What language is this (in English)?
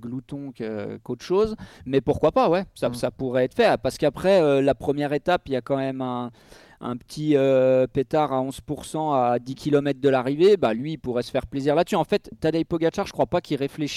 French